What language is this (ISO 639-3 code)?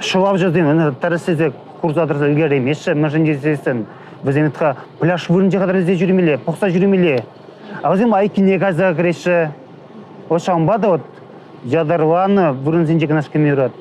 chv